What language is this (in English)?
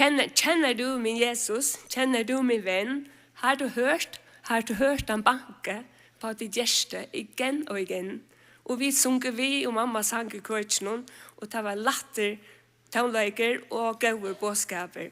Faroese